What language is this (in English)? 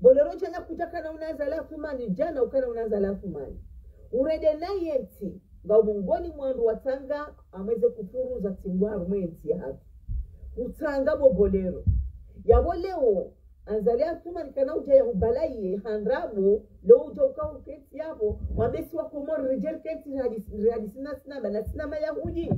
Ngazidja Comorian